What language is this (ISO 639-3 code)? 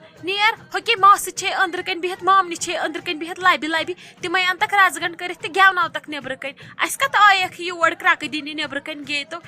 kas